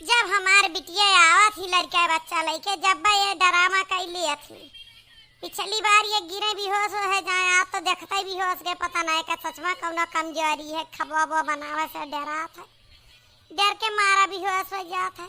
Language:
Awadhi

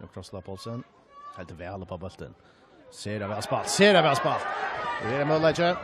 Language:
Faroese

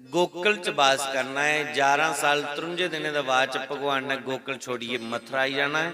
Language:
Dogri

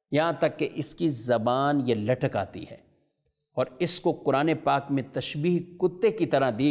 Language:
Urdu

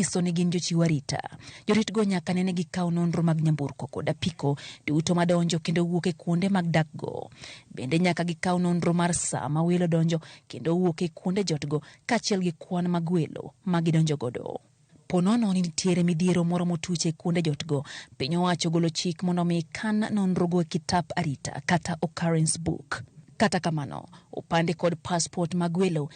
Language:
Luo (Kenya and Tanzania)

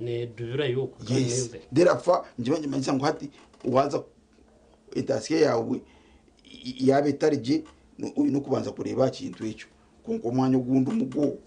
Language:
Nyankole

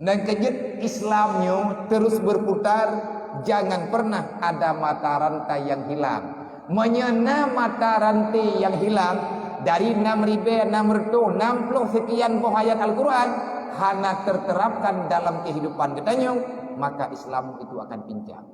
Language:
Achinese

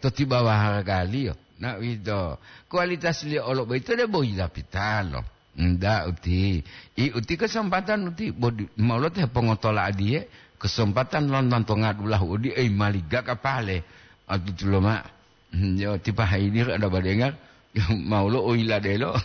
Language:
Gorontalo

